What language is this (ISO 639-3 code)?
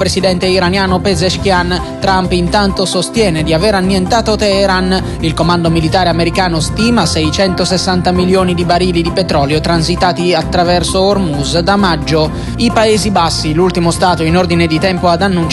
ita